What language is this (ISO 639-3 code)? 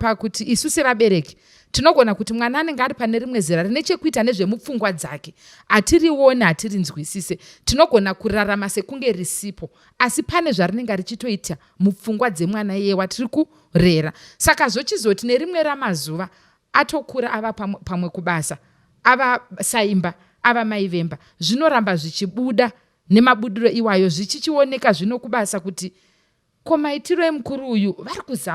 sna